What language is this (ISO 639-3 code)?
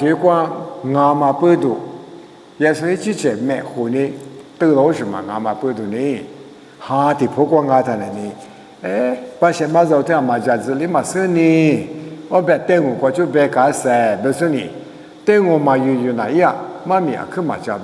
lis